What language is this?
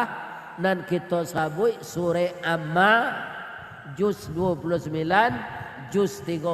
Minangkabau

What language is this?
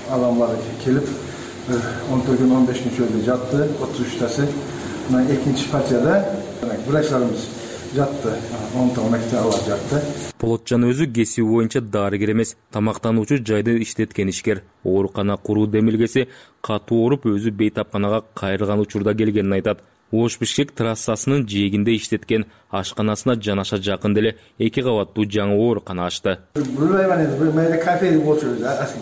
Kyrgyz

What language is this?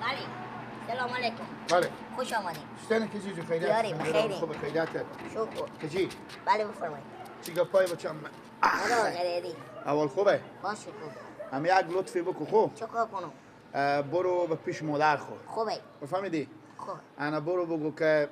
Persian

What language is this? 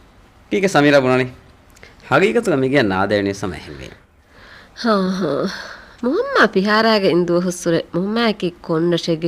Divehi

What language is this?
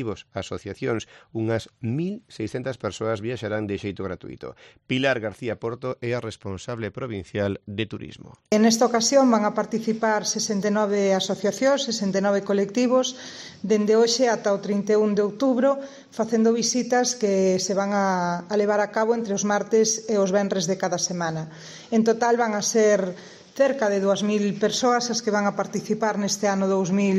Galician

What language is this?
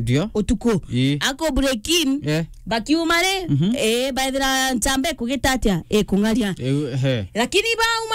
Meru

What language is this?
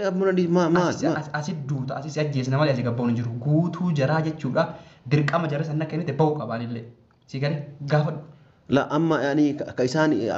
Oromo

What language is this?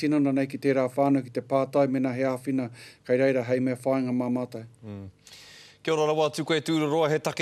Māori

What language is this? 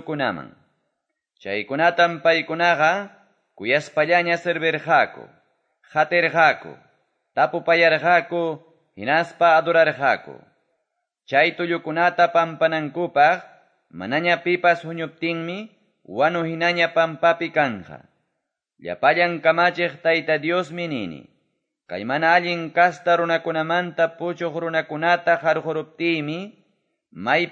Quechua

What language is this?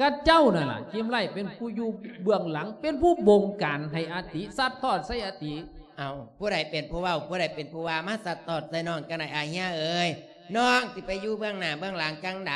Lao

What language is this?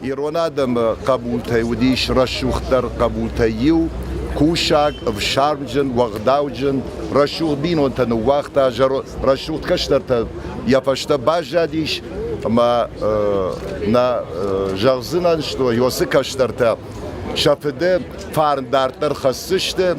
Ossetic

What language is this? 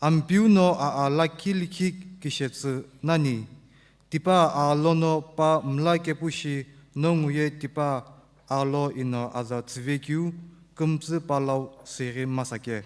Sumi Naga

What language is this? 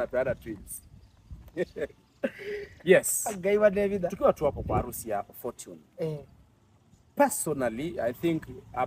Swahili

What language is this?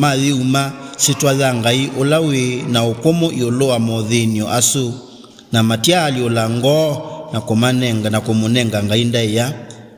Kamba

